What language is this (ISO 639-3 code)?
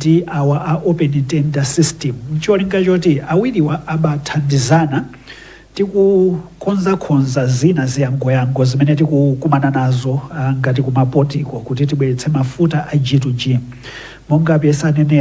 nya